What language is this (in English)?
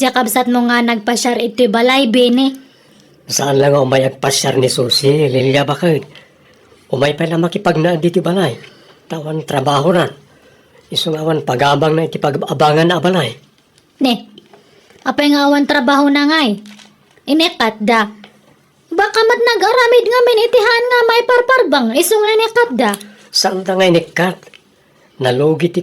Iloko